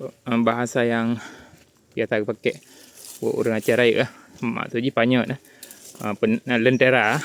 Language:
Achinese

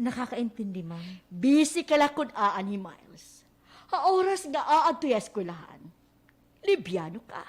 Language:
Waray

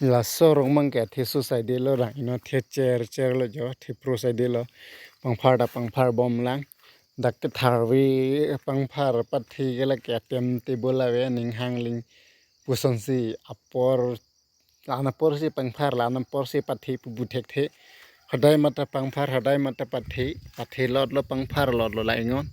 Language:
Karbi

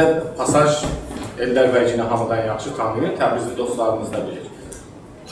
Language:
South Azerbaijani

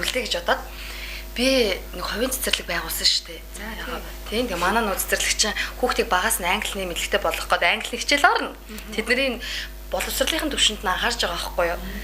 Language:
Mongolian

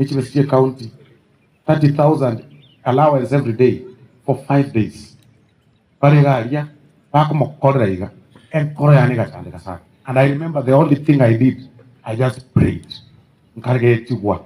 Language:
Gusii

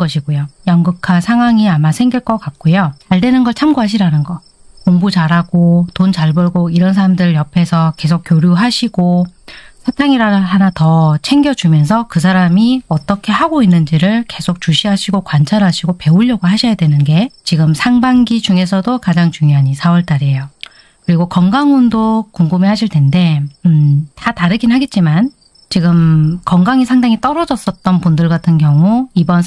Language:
Korean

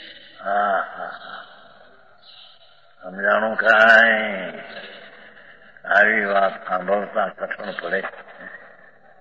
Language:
Gujarati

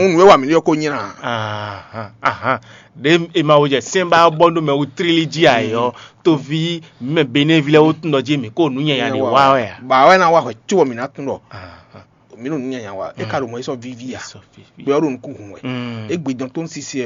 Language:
Fon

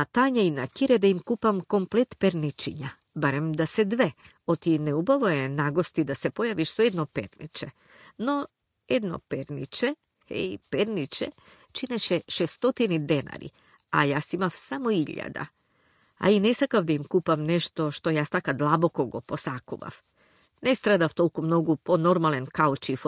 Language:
Macedonian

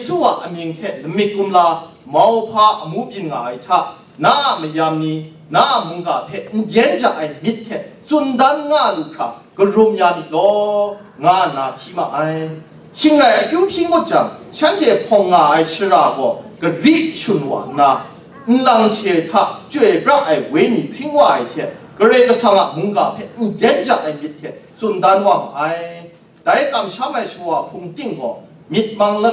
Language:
Kachin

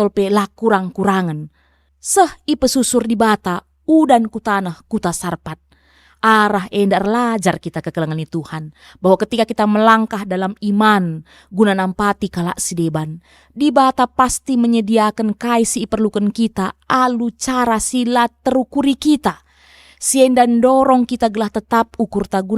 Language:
Batak Karo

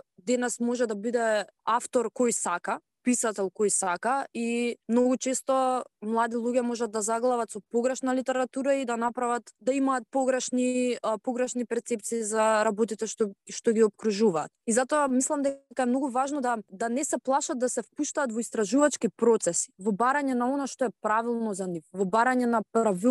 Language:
Macedonian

